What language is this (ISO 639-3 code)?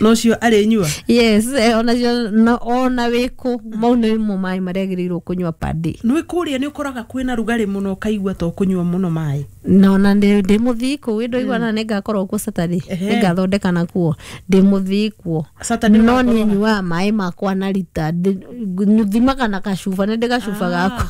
kik